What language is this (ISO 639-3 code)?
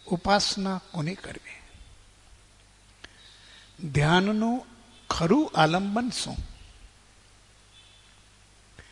guj